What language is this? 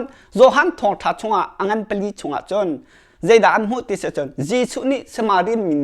Hakha Chin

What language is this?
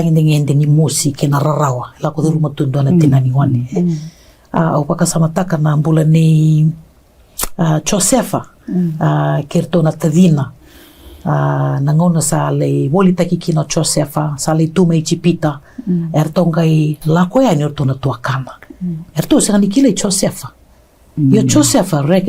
Fijian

